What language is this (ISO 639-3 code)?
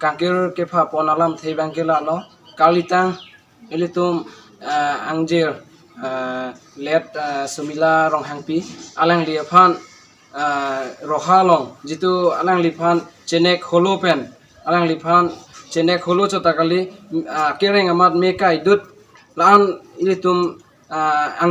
mjw